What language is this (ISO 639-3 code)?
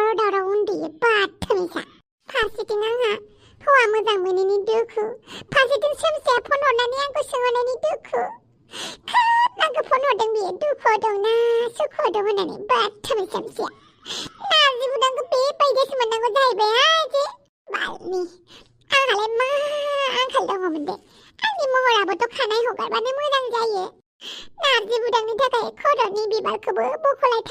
brx